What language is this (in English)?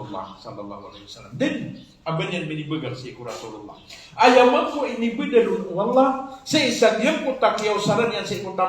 Maranao